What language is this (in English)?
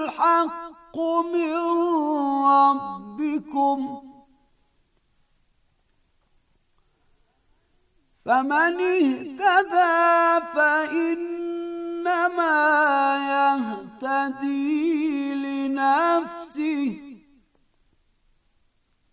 Bosnian